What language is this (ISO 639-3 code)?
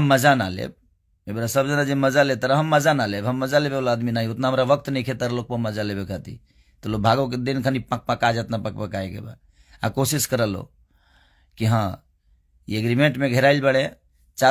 bho